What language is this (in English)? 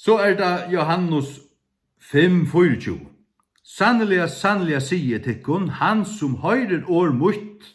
Faroese